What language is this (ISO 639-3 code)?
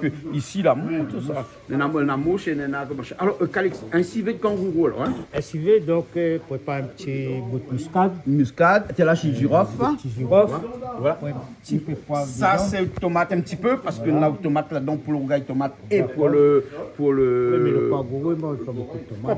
rcf